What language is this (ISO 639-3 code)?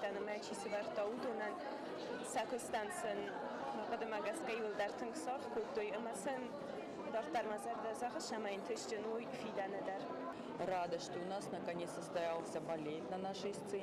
oss